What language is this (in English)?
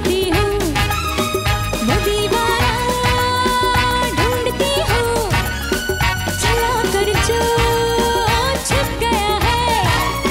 Hindi